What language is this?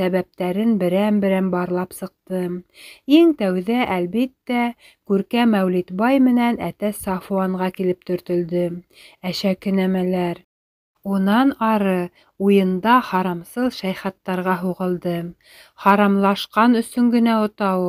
Bashkir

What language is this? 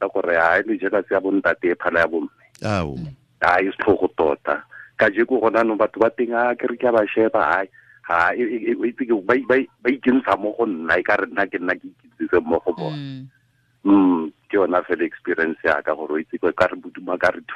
Tswana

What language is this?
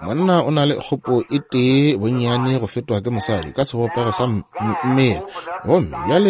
Northern Sotho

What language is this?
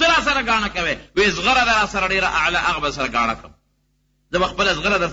Pashto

